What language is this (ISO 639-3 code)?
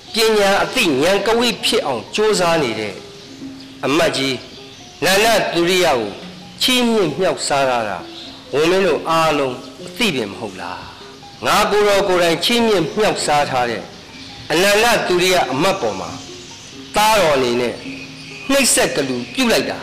mya